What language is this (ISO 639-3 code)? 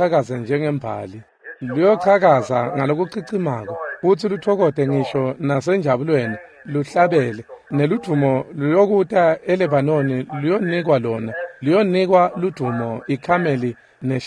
ssw